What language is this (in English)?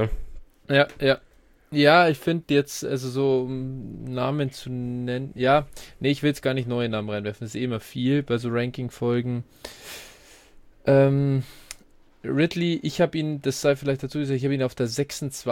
German